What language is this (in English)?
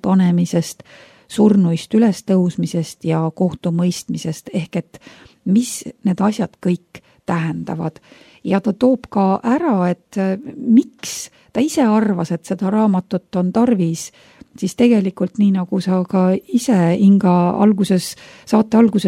Estonian